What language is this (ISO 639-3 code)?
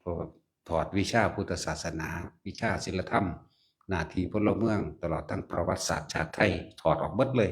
tts